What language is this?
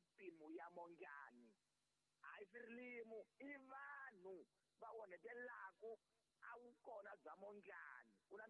Tsonga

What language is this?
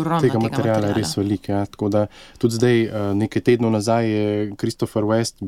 Slovenian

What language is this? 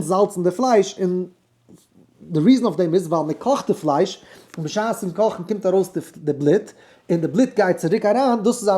Yiddish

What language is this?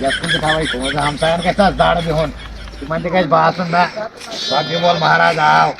Kashmiri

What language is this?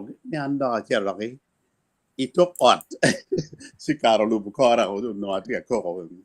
Acoli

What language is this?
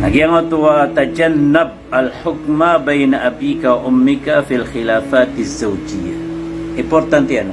Maranao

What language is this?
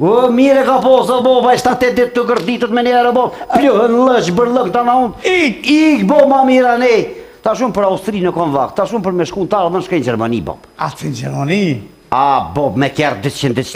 Albanian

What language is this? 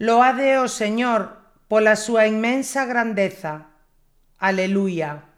Galician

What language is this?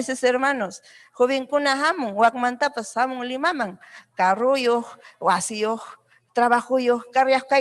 Ayacucho Quechua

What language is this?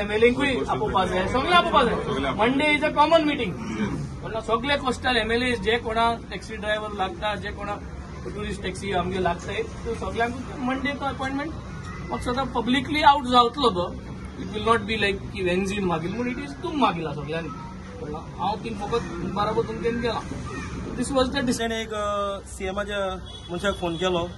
Konkani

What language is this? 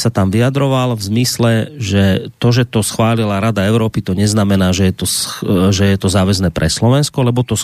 Slovak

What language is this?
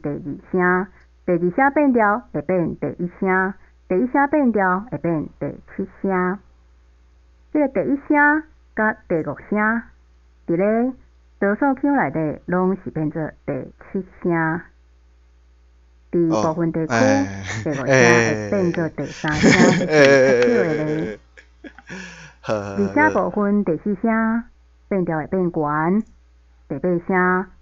Min Nan Chinese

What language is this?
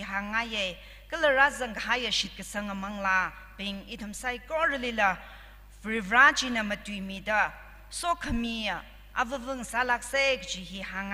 Tangkhul Naga (India)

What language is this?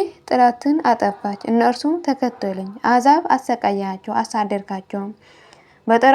Amharic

